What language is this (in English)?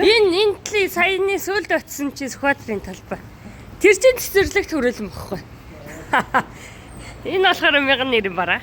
Mongolian